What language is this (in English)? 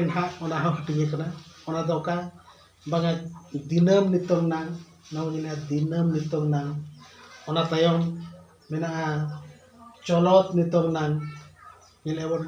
Santali